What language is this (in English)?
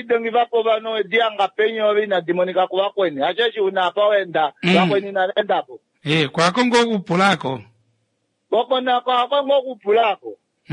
Kuanyama